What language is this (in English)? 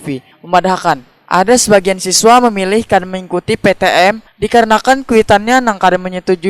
Banjar